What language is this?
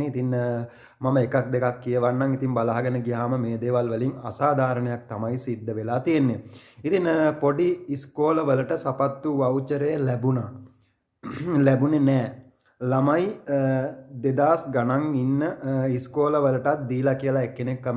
Sinhala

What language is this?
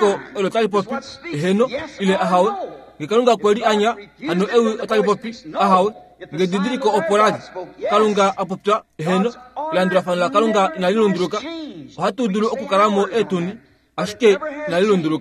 Kuanyama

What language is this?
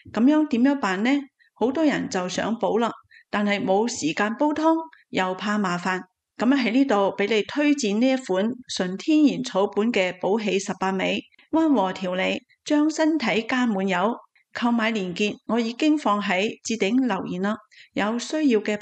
Cantonese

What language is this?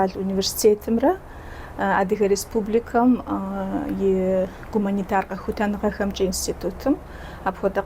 Kabardian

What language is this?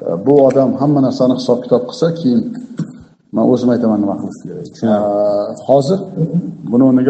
Uzbek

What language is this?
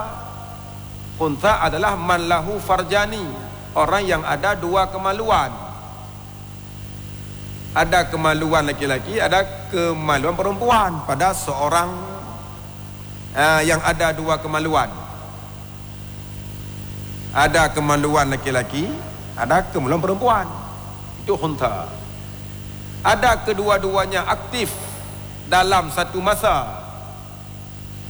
Malay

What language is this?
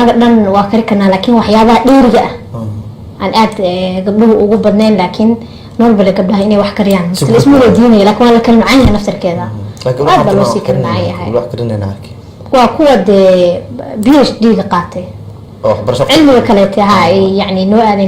Somali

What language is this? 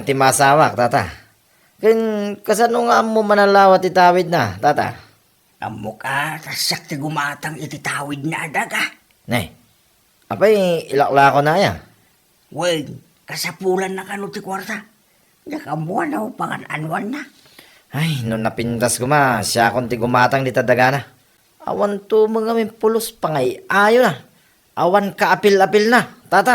Iloko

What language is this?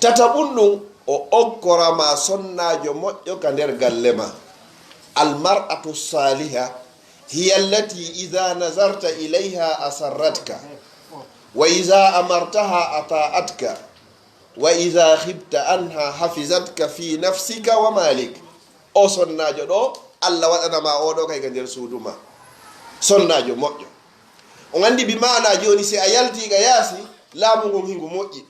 Pular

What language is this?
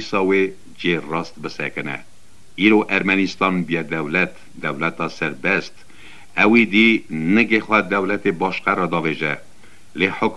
Kurdish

